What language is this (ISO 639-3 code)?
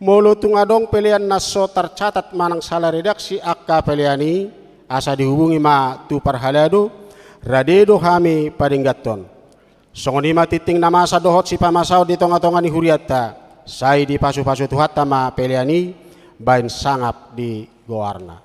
bbc